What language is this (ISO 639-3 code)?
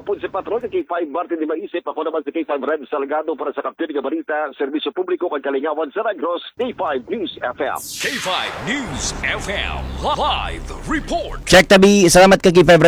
hil